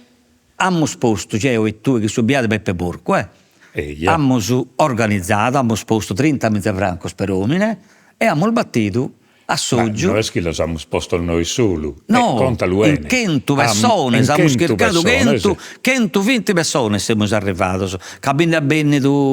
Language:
Sardinian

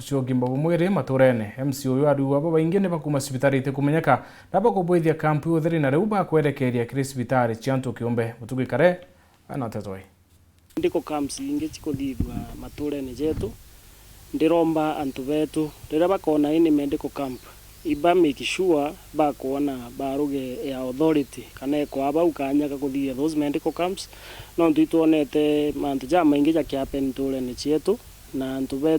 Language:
Meru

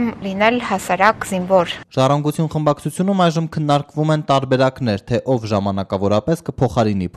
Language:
Armenian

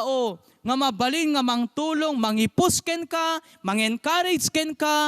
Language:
Iloko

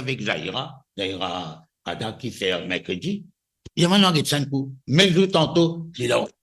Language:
Morisyen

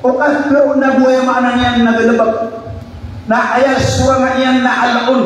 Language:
Maranao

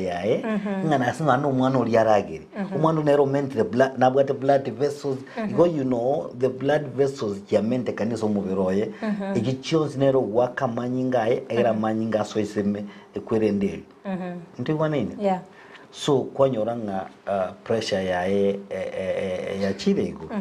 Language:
Gusii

